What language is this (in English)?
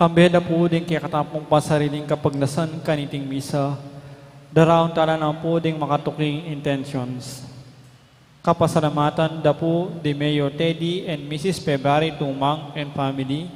Pampanga